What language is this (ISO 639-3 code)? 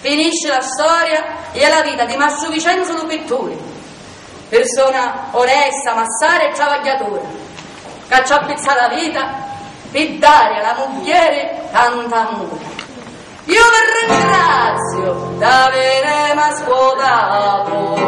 scn